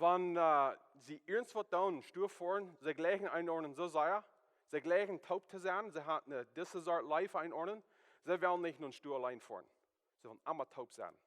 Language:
Plautdietsch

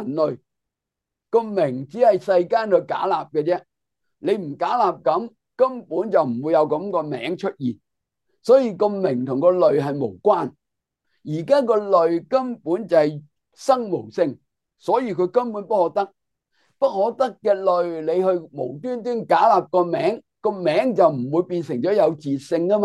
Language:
Cantonese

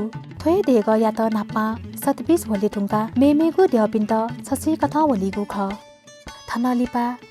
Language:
Newari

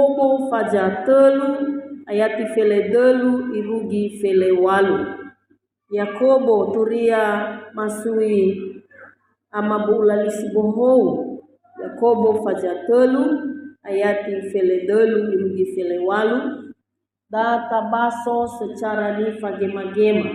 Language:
Nias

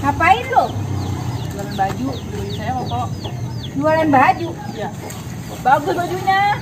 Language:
Betawi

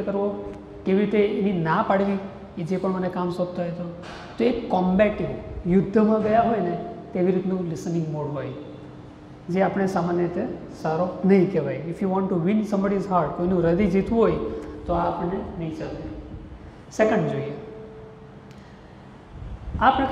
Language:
Gujarati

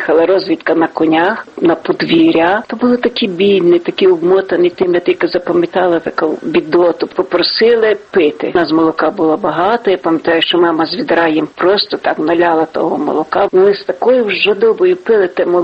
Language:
Ukrainian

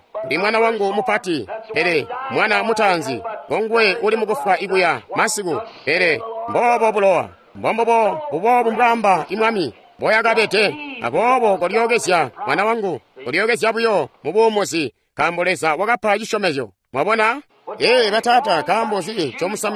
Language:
Tonga (Zambia)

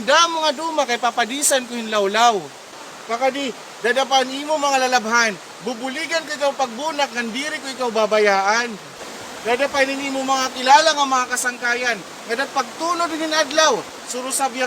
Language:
Waray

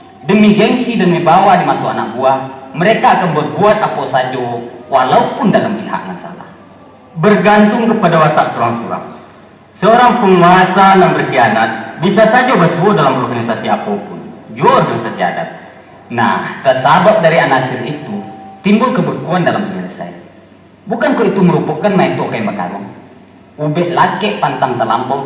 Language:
Minangkabau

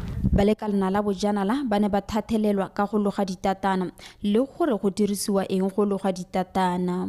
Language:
Tswana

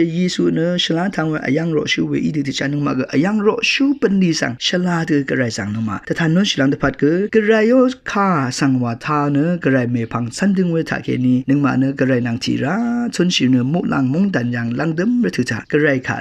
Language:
Rawang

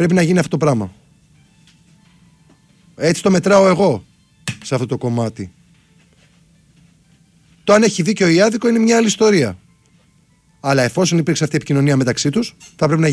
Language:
Greek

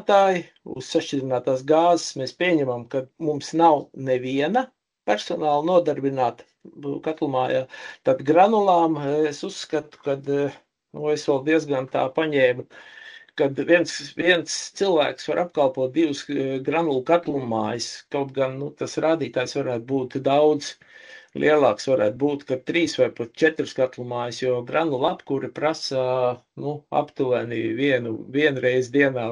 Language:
Latvian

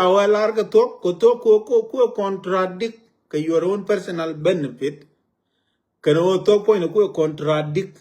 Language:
Nuer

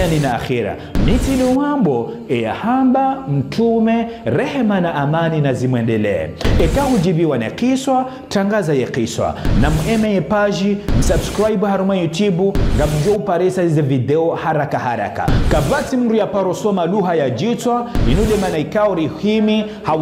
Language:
Ngazidja Comorian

